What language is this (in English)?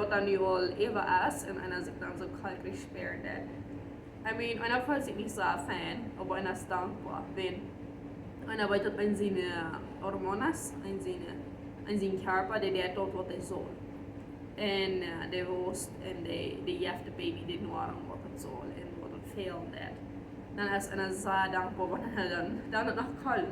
Plautdietsch